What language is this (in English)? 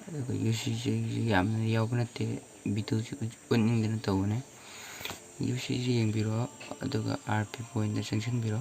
Manipuri